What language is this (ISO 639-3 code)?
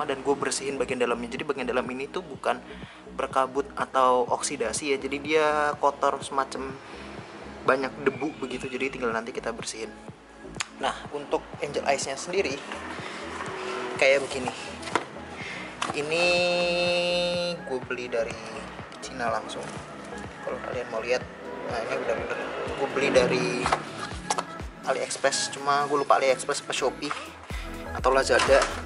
ind